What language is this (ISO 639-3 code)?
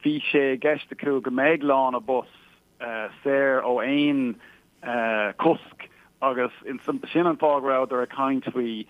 gle